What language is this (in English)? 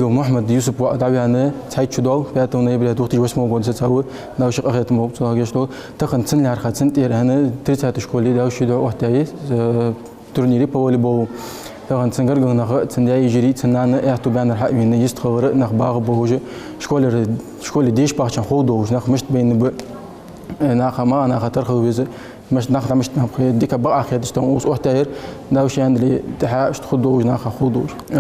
Ingush